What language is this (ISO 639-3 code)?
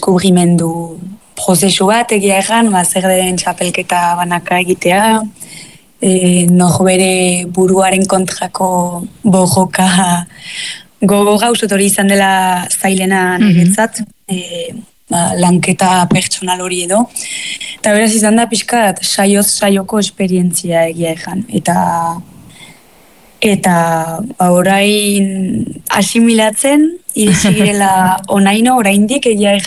eus